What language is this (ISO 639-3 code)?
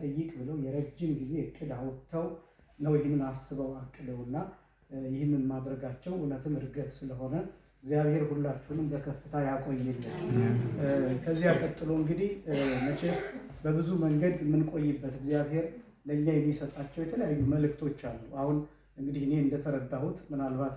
amh